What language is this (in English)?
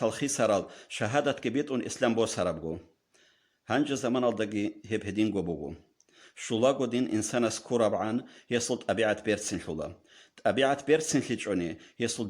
Avaric